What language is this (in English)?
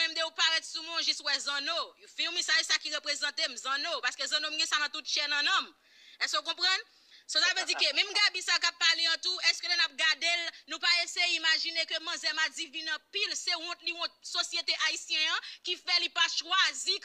Haitian Creole